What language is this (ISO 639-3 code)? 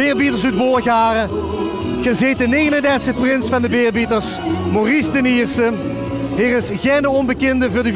lim